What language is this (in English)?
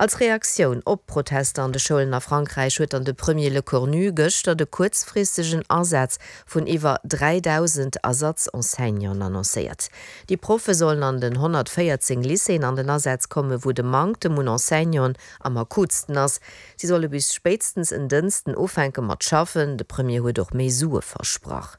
Luxembourgish